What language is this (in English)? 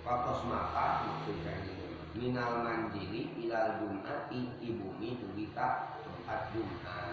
Sundanese